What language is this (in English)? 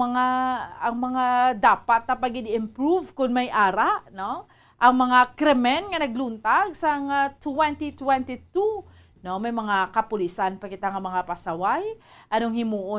Hiligaynon